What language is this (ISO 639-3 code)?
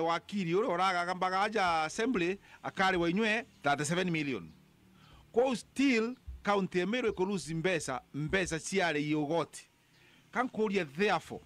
mer